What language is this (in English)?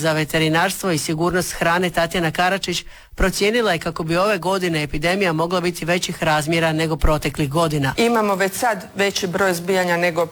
Croatian